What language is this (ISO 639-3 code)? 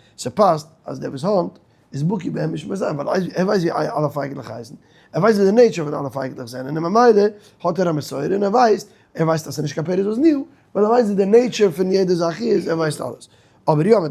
yid